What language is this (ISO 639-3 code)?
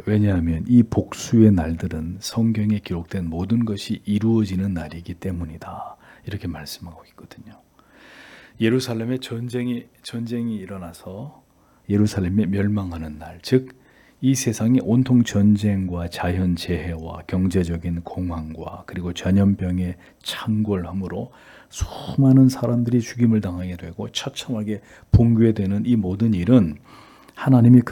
kor